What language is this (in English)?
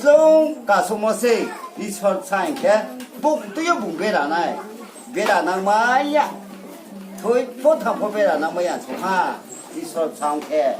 Riang (India)